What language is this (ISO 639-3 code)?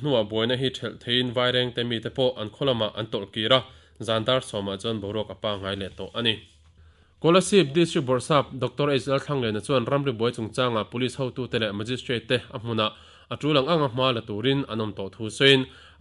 lus